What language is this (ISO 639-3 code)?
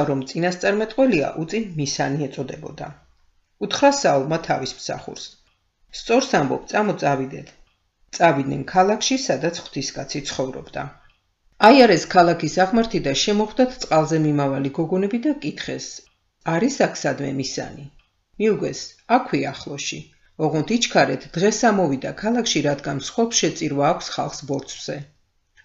kat